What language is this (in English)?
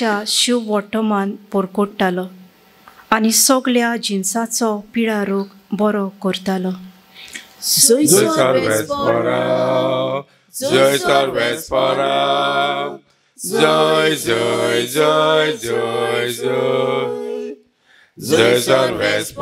Konkani